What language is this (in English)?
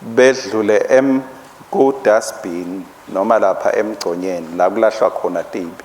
Swati